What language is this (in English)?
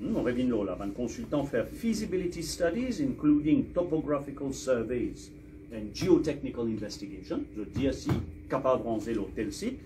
Morisyen